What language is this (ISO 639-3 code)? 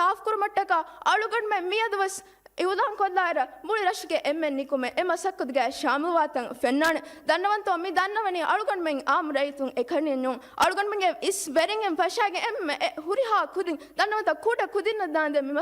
div